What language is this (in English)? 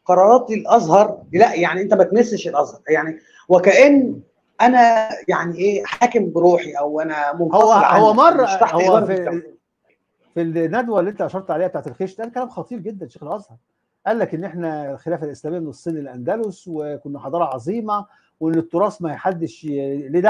Egyptian Arabic